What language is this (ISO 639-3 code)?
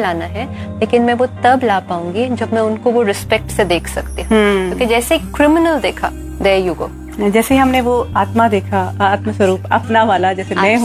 hin